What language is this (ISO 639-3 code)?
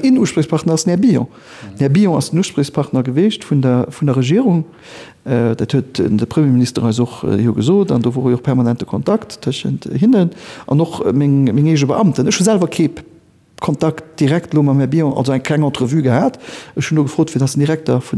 ltz